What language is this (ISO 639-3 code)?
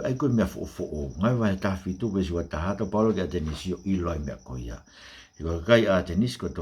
ton